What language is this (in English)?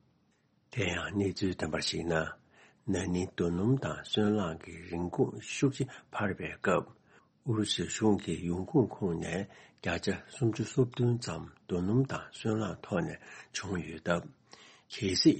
Tibetan